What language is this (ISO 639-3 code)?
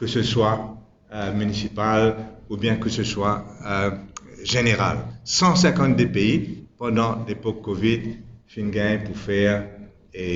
mfe